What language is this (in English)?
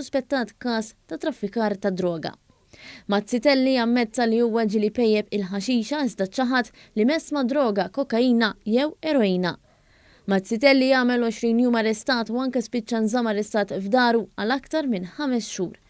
Maltese